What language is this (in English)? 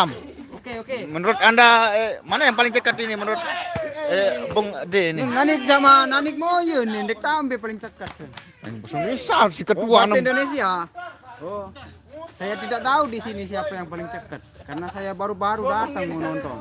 Sasak